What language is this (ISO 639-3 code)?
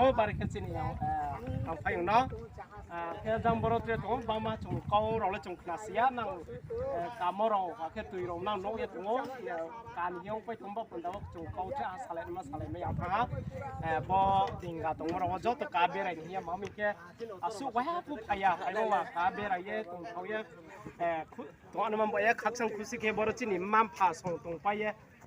ria